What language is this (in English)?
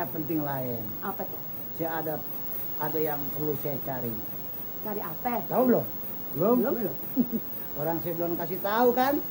Betawi